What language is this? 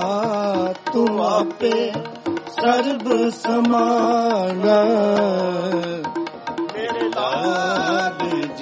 Punjabi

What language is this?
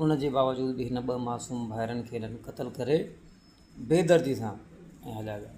Sindhi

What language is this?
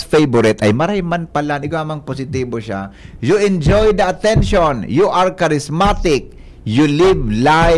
Bikol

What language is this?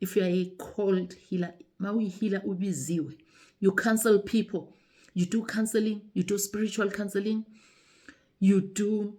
Zulu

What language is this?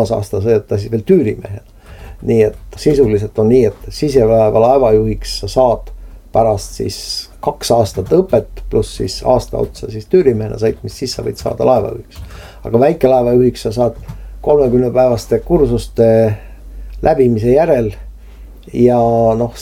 Estonian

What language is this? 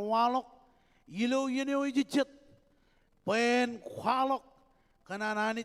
Marshallese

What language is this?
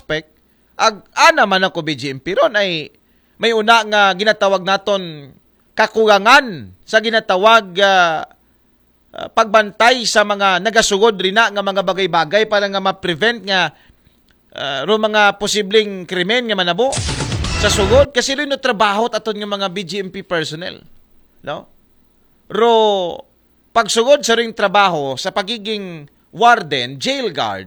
Aklanon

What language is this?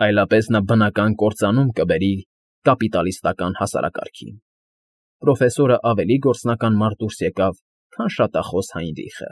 Armenian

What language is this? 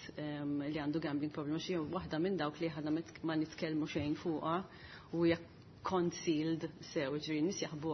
Maltese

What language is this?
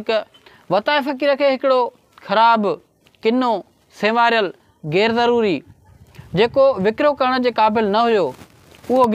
Sindhi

